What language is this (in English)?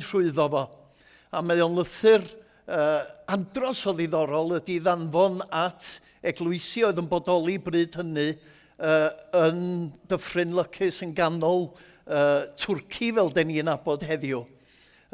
Welsh